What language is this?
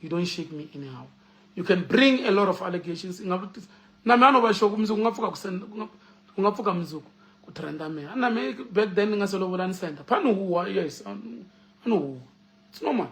Tsonga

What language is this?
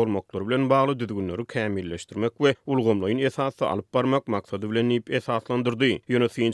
Turkmen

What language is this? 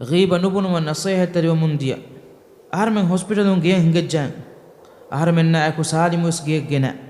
Divehi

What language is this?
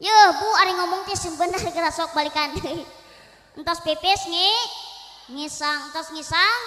Sundanese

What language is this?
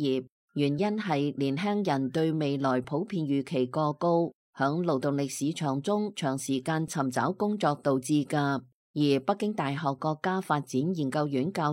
Cantonese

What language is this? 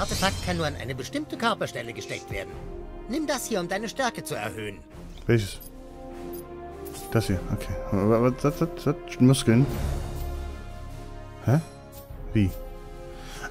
German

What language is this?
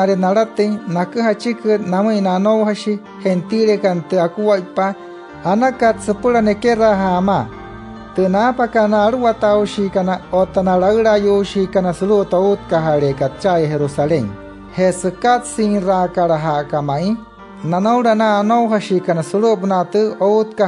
Wayuu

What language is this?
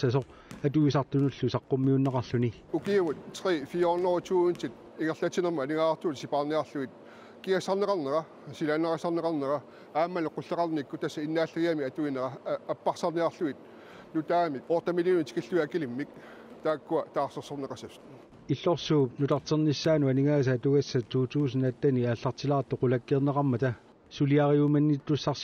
Kalaallisut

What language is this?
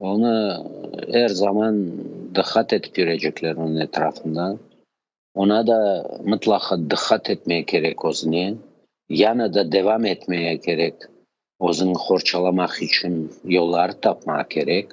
Crimean Tatar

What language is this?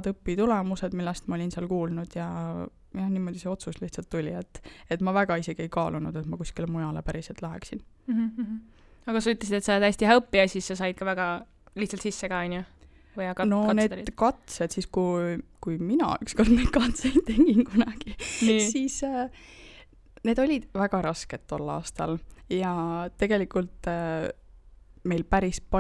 Estonian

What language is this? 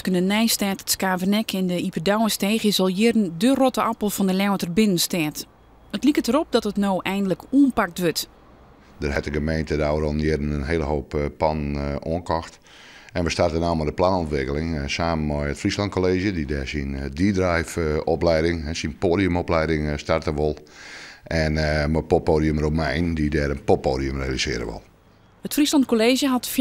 Western Frisian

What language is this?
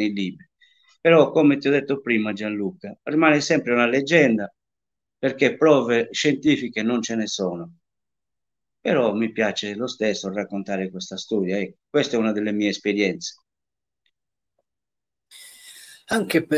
Italian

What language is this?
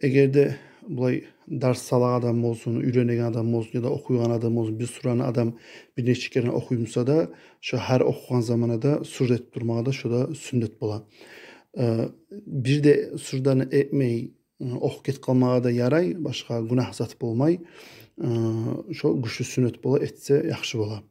Kumyk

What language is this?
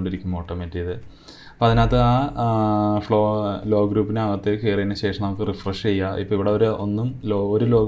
Malayalam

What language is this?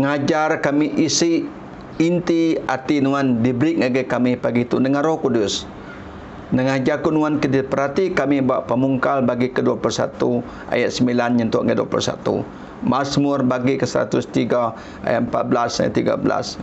Iban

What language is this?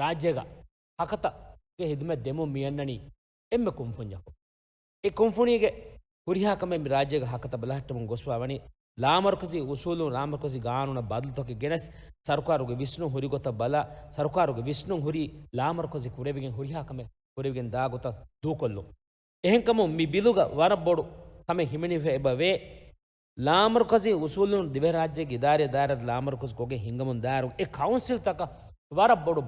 Divehi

